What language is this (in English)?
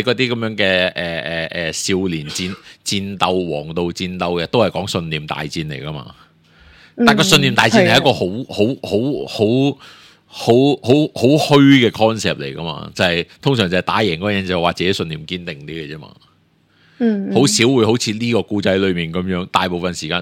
Cantonese